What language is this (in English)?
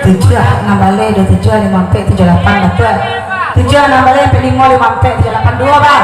Minangkabau